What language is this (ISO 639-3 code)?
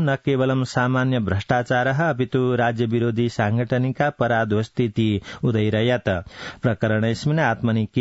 san